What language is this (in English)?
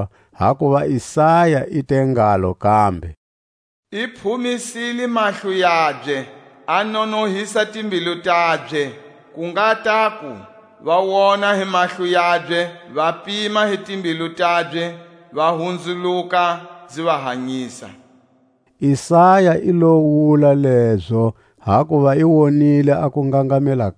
Tswa